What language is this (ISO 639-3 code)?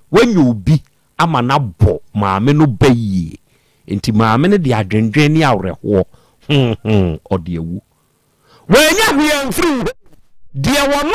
aka